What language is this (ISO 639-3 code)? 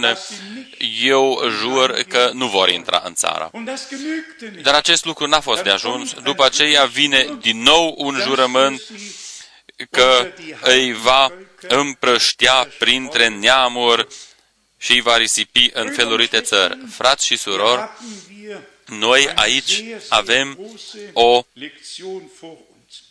ron